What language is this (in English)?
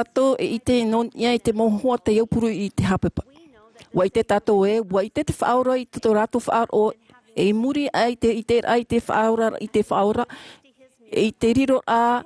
Tahitian